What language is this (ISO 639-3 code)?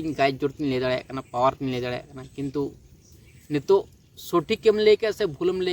sat